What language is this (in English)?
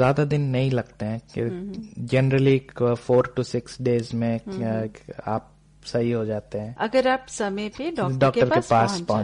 Hindi